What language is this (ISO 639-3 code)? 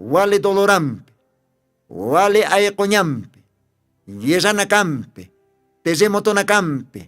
aym